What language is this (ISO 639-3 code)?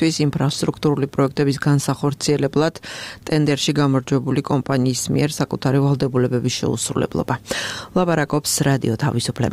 kat